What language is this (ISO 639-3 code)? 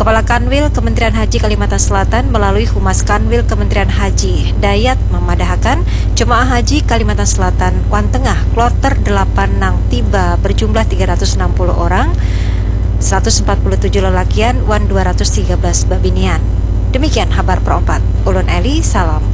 bjn